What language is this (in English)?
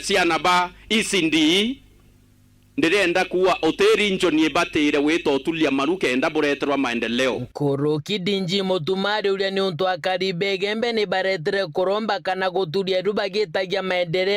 Meru